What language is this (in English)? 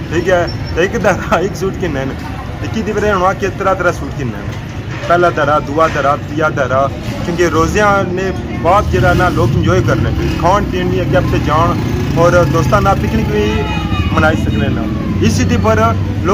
Pahari-Potwari